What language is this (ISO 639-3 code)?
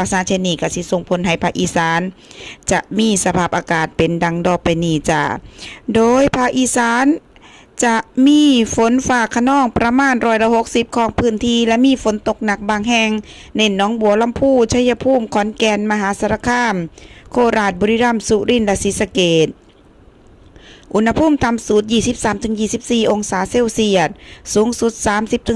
lao